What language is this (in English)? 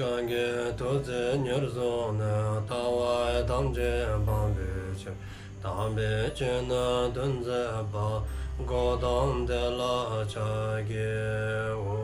Dzongkha